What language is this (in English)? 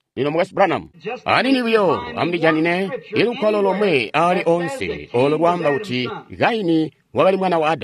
Tonga (Zambia)